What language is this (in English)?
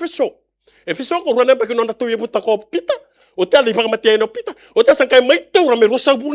Fijian